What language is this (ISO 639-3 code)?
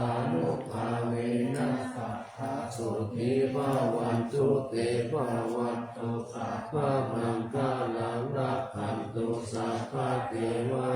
pli